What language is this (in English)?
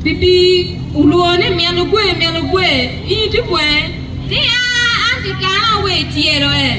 Acoli